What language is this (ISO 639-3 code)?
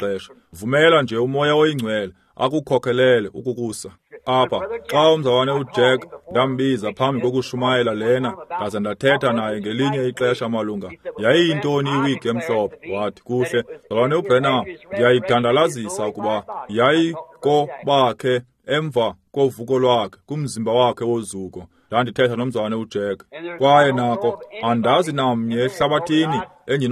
xho